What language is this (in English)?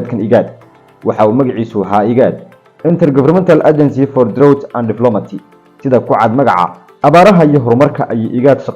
Somali